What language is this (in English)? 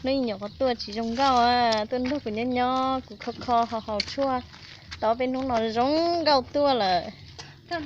Hmong